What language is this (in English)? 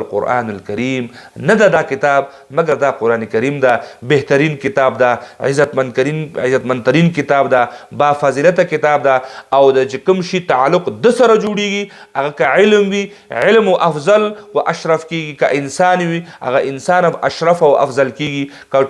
Pashto